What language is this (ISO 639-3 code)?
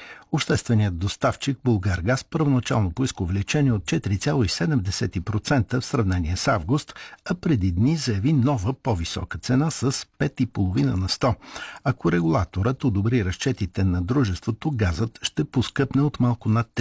bul